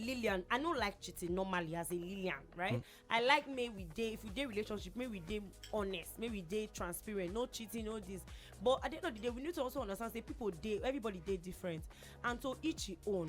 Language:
Nigerian Pidgin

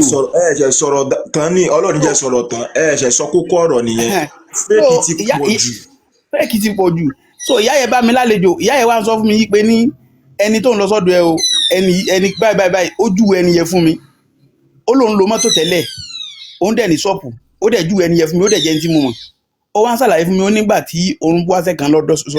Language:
Yoruba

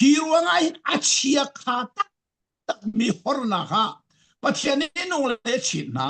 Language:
Falam Chin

